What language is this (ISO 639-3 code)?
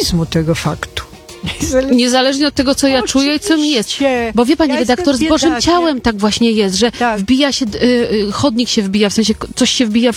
pol